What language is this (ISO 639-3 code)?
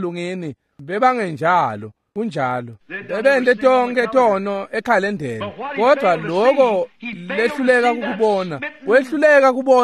ssw